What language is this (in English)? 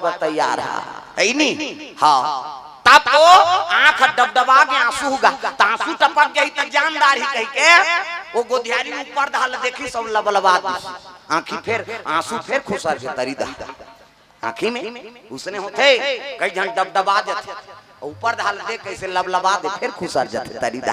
Chhattisgarhi